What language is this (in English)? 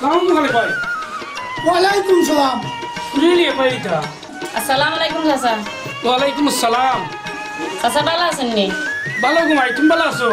Sylheti